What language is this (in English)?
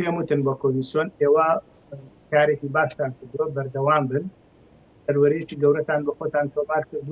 Central Kurdish